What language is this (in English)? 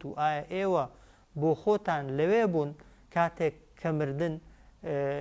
Central Kurdish